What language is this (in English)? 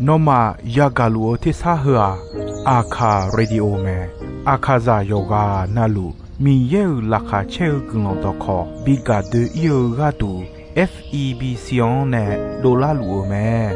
Akha